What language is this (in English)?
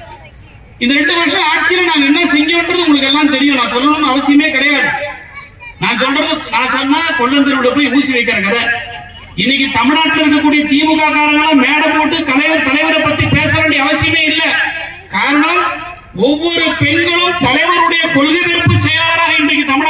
Tamil